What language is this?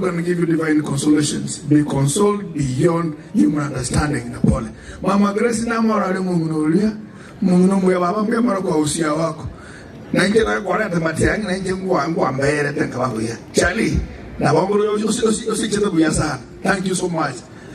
Gusii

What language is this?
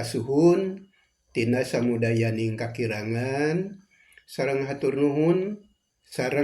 Sundanese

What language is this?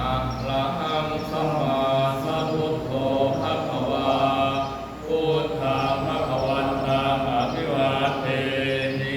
Pali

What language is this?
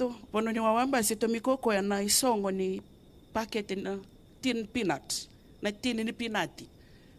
Fijian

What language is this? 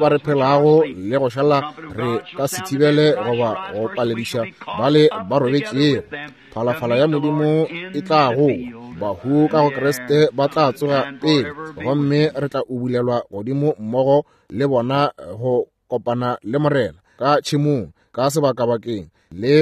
Northern Sotho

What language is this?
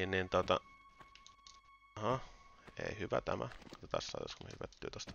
Finnish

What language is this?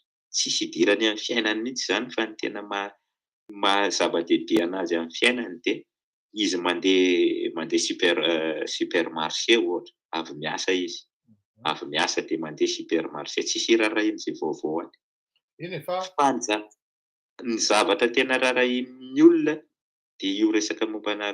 Malagasy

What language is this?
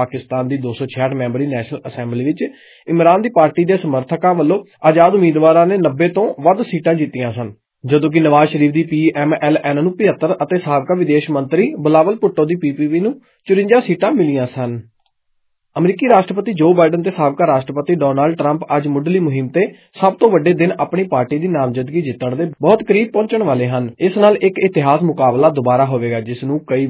Punjabi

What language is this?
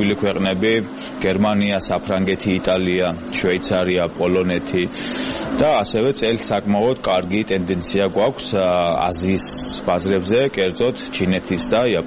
Georgian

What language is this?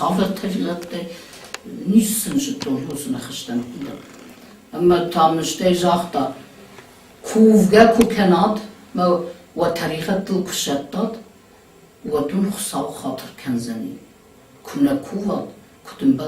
Ossetic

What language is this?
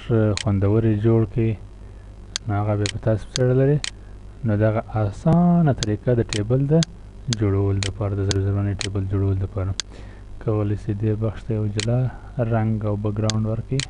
Pashto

